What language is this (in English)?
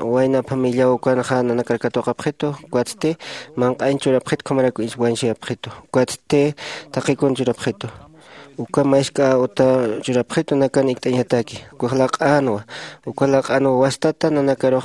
Aymara